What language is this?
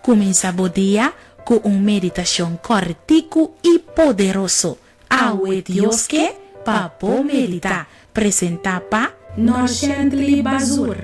Papiamento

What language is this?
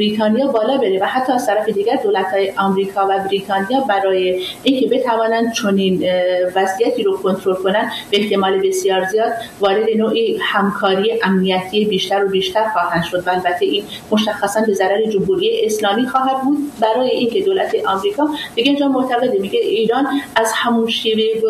Persian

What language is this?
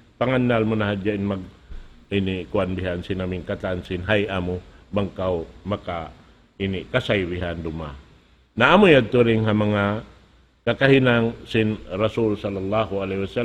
Tausug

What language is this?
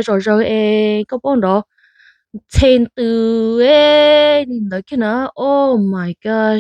Hmong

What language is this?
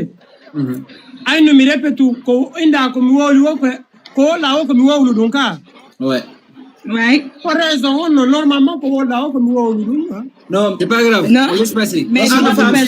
Fula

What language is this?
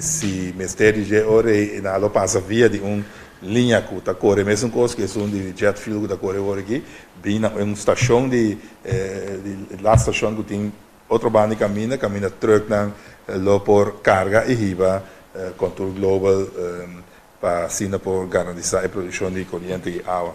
Papiamento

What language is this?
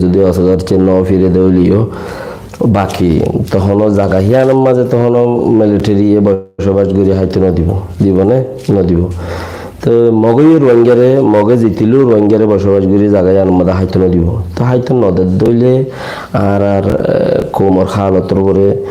Rohingya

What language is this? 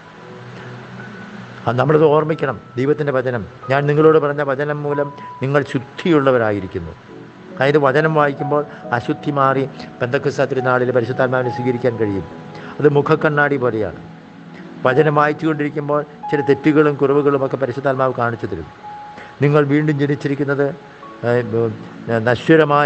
Malayalam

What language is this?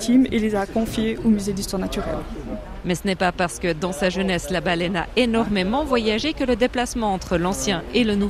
French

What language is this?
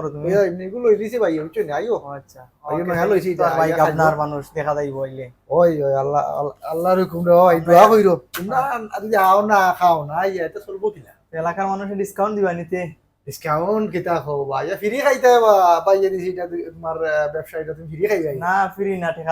Sylheti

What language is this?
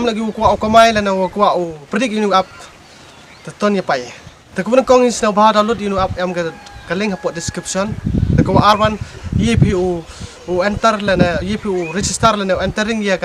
Khasi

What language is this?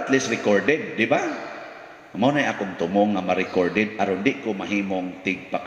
Cebuano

